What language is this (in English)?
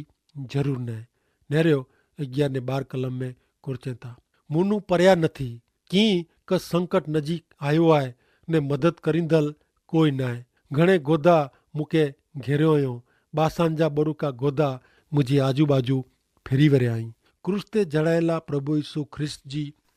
Kachhi